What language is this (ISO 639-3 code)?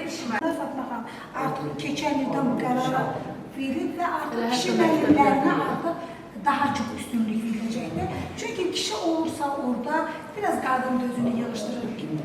aze